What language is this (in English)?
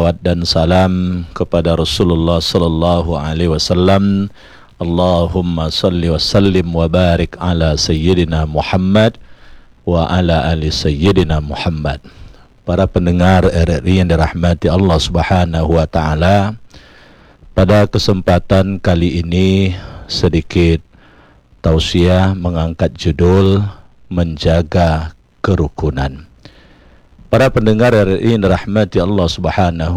Indonesian